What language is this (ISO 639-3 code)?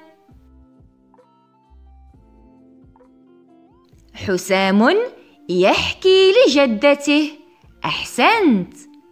ara